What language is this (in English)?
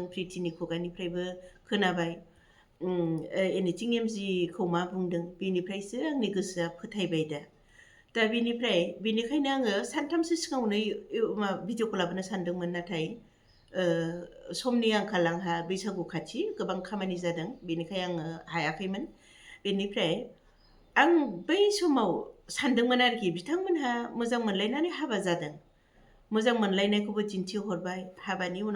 Bodo